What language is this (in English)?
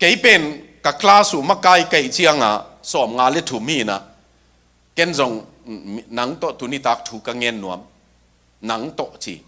Tedim Chin